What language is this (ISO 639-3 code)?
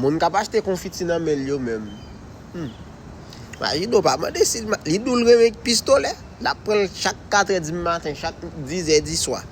hat